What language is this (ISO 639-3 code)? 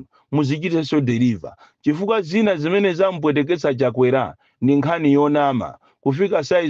nya